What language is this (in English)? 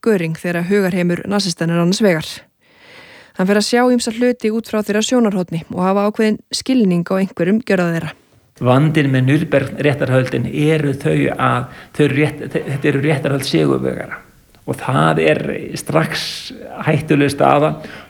Icelandic